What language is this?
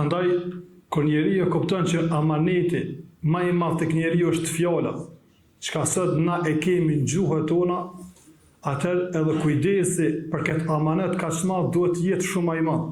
Albanian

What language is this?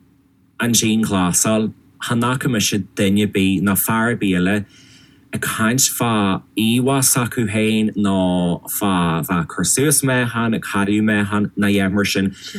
Irish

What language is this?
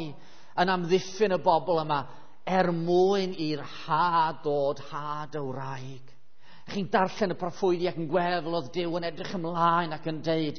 Welsh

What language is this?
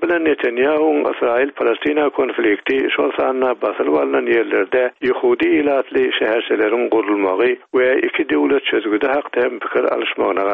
Turkmen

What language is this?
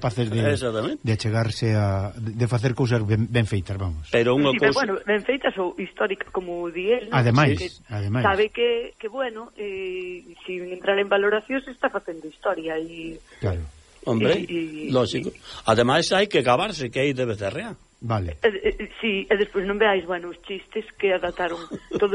Galician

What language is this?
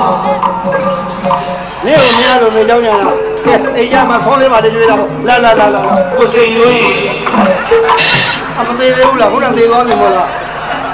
Burmese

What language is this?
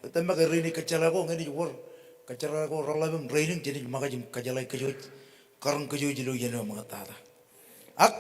Marshallese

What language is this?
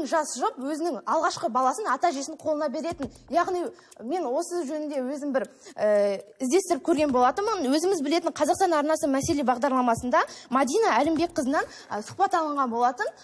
Kazakh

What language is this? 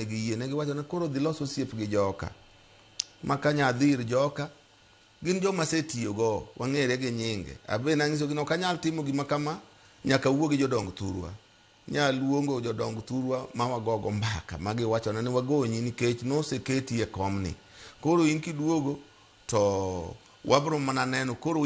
Luo (Kenya and Tanzania)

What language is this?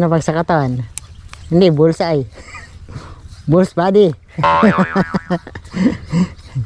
Filipino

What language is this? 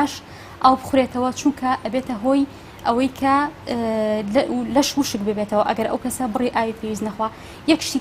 Central Kurdish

